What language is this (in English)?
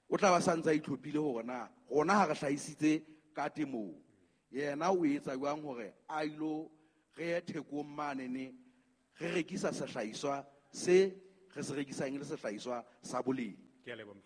Southern Sotho